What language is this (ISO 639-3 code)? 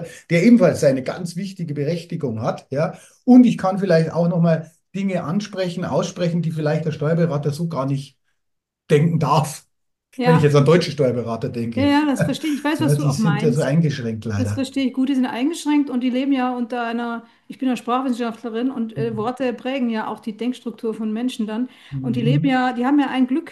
deu